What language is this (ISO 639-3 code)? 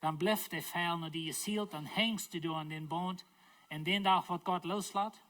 pdt